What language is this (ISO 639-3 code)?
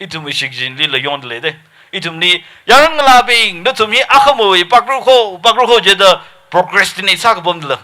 nmf